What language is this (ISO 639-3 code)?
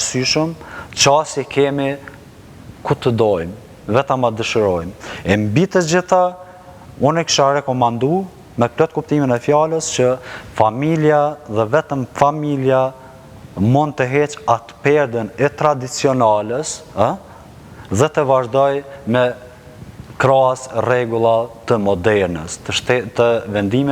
sqi